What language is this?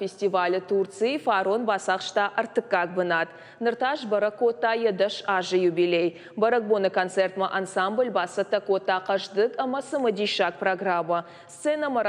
Ossetic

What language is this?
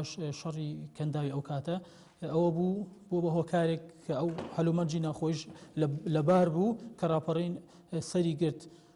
Central Kurdish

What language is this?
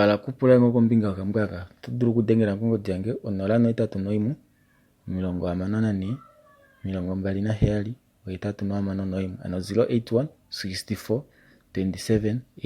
Kuanyama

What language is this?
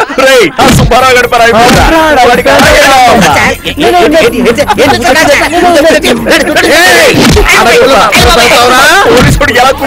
Telugu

